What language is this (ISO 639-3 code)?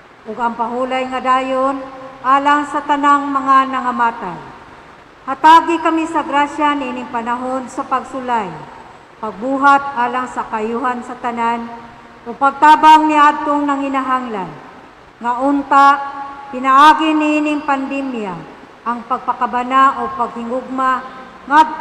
ceb